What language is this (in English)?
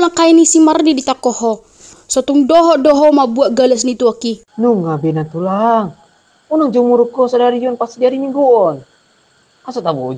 Batak Toba